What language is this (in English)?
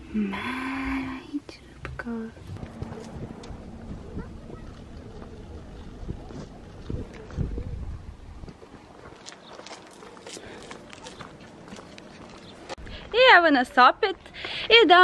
Croatian